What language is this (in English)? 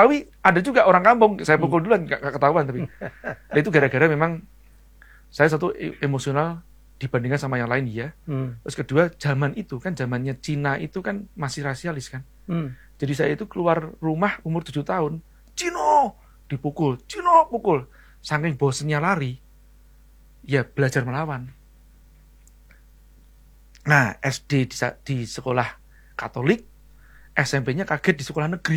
Indonesian